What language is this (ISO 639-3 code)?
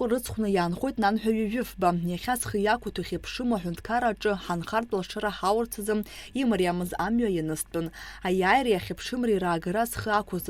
abk